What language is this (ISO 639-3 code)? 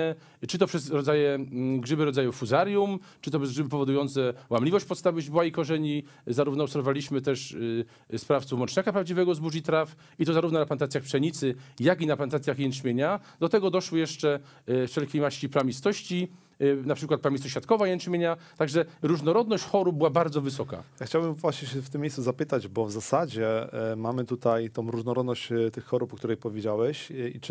pol